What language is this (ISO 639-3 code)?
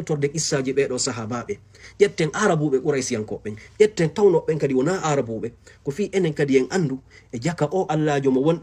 ful